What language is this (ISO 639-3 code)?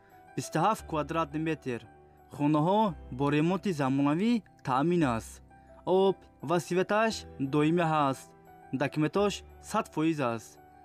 tgk